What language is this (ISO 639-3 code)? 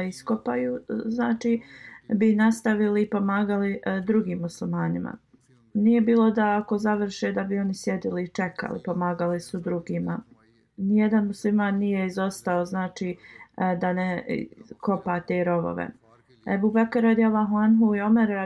bos